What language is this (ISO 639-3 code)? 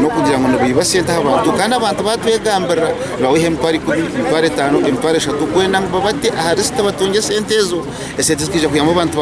nyn